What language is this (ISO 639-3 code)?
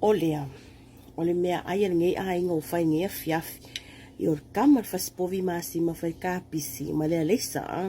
smo